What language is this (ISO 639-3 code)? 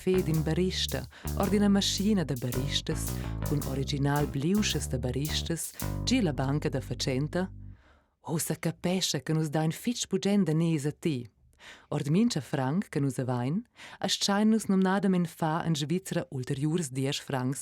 roh